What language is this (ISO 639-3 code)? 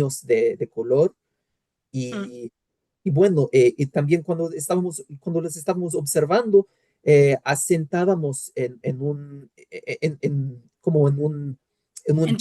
lad